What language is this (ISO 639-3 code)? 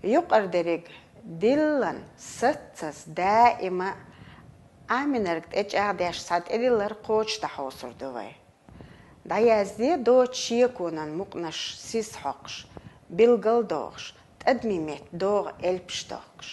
che